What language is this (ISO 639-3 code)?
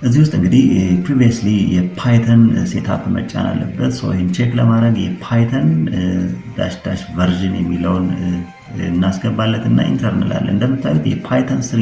amh